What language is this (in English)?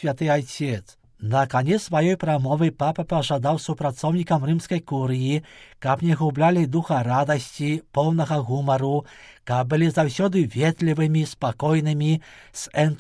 Belarusian